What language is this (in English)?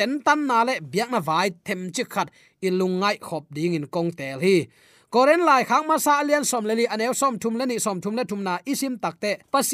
Tedim Chin